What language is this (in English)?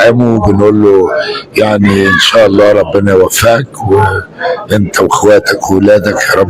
Egyptian Arabic